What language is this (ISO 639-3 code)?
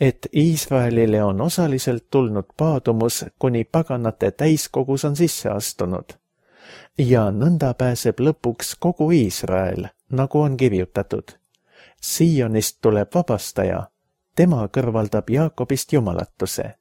est